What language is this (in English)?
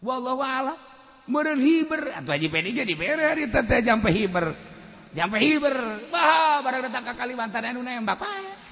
Sundanese